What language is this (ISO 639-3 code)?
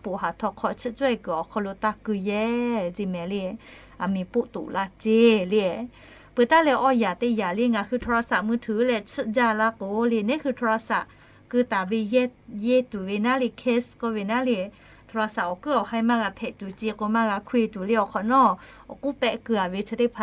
lhu